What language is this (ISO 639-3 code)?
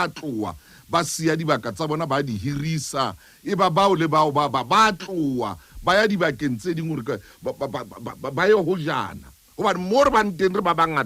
sot